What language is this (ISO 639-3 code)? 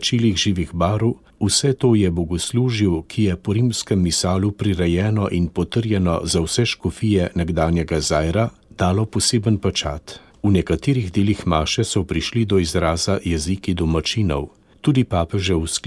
slv